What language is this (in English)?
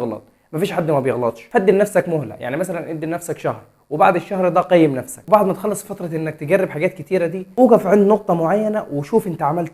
Egyptian Arabic